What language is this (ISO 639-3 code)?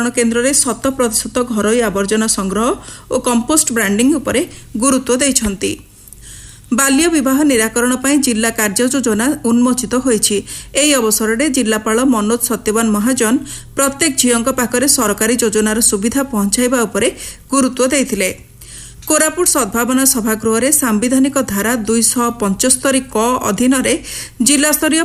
ori